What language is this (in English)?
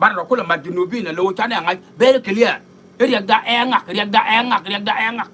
Nuer